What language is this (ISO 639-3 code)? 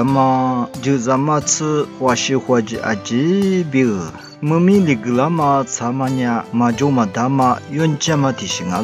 lis